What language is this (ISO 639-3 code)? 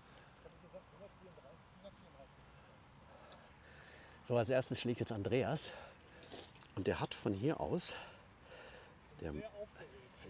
deu